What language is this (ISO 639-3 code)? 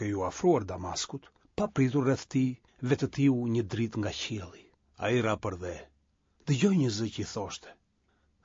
sqi